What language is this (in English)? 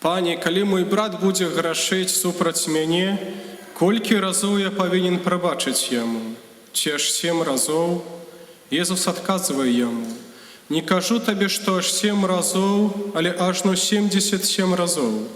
Belarusian